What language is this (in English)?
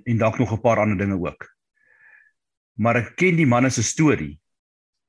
Afrikaans